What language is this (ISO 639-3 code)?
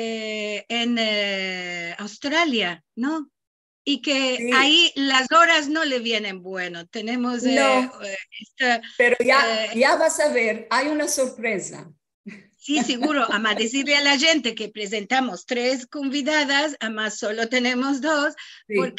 lad